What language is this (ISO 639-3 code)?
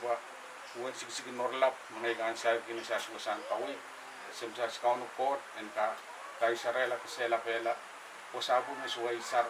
pon